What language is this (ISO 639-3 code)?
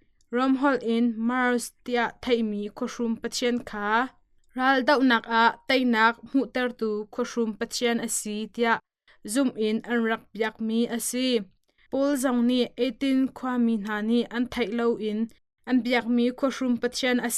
cnh